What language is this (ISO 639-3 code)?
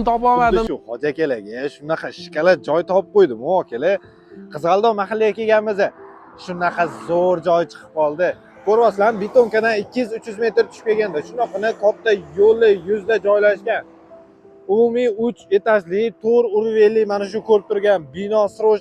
uzb